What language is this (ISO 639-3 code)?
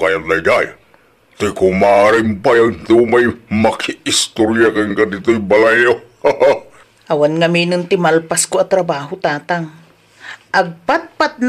ilo